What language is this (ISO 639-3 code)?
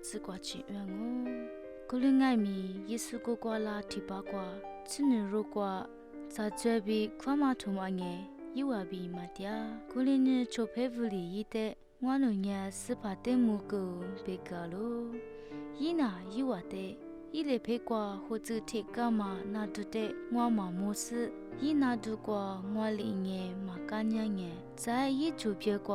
lis